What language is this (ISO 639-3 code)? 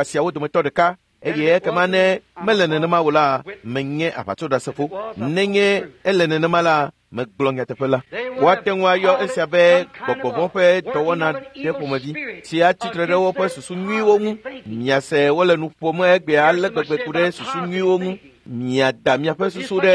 ewe